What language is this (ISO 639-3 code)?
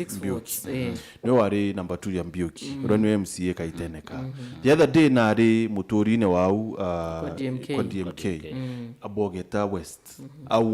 mer